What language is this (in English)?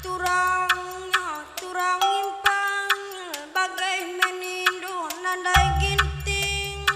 Batak Karo